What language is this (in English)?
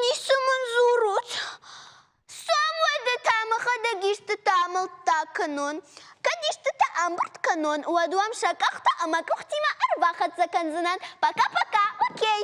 Ossetic